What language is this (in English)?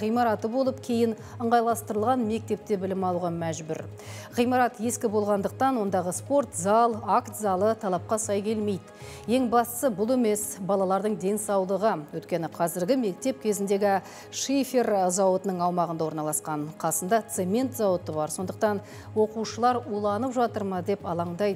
Kazakh